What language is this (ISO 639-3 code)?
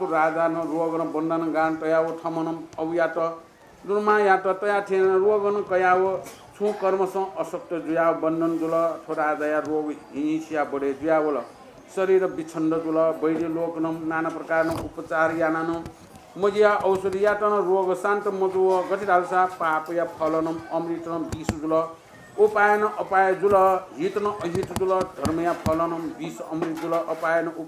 new